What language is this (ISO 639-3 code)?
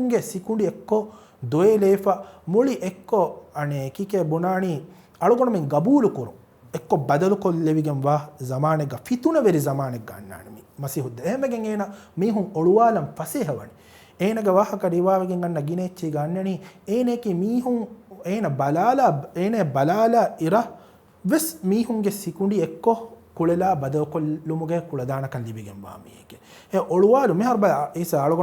div